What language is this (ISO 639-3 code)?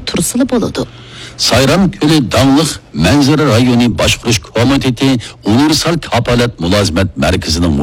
uig